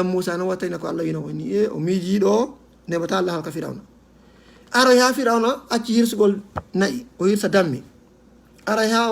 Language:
Fula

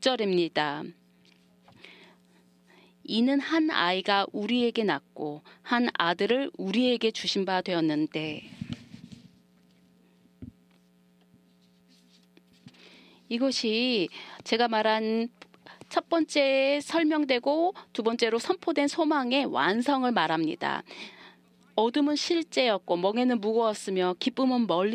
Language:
Korean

